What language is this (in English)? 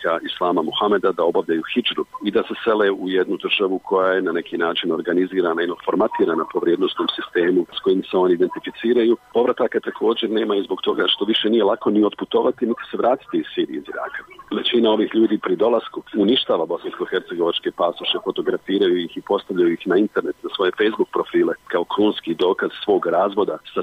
Bosnian